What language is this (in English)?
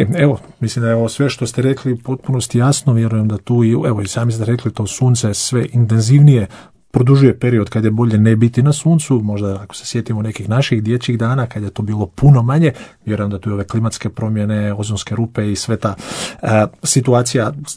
Croatian